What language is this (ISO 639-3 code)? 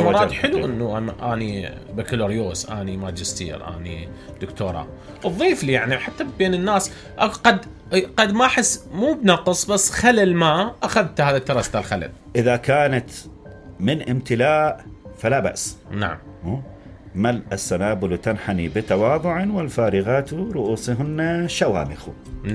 acm